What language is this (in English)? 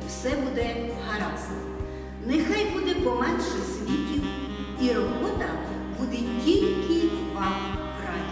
Ukrainian